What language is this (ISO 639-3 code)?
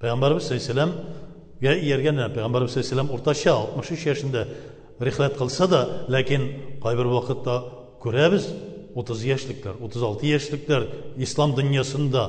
tat